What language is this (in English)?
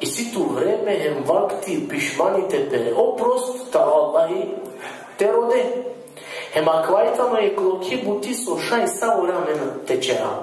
Balkan Romani